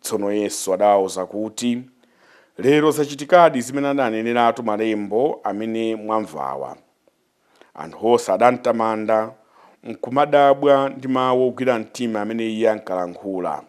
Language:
Nyanja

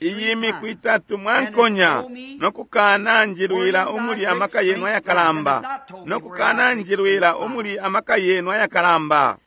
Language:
Bemba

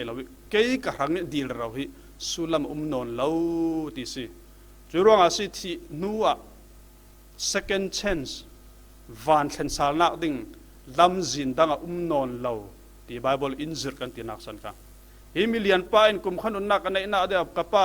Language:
Falam Chin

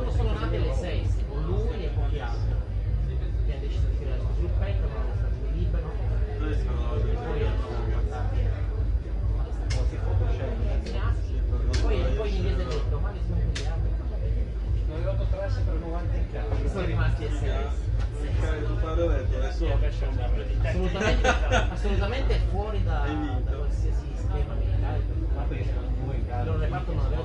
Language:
Italian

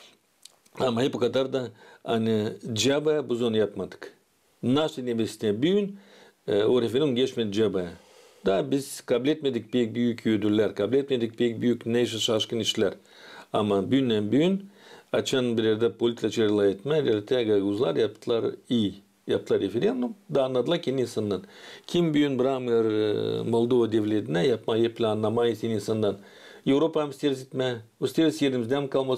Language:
Gagauz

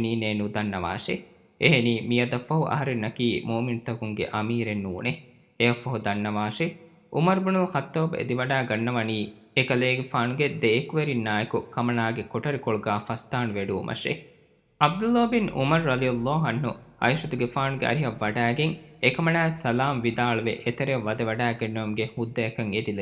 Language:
Divehi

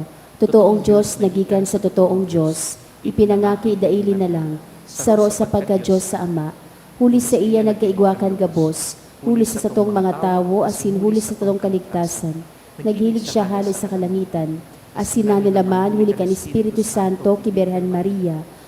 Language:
Bikol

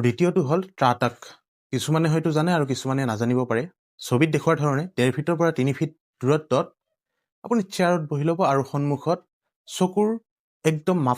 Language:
Assamese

